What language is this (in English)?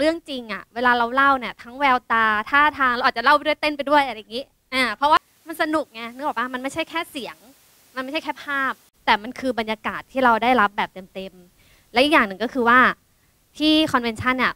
Thai